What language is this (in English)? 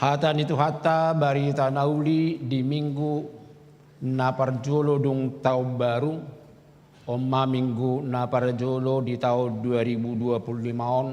Batak Toba